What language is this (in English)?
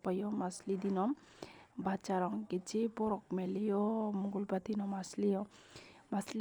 Kok Borok